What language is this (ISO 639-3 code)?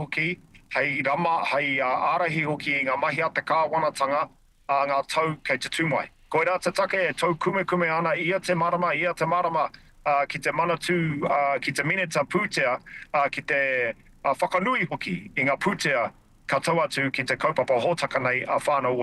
mri